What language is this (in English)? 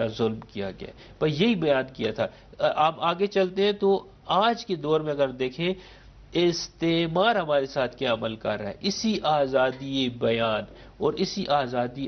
Urdu